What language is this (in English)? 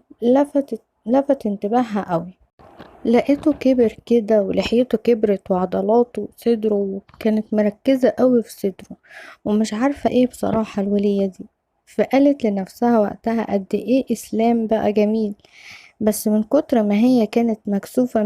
Egyptian Arabic